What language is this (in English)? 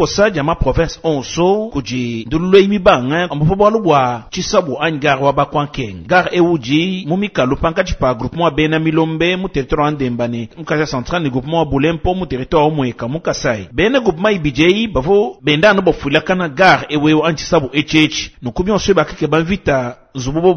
Luba-Lulua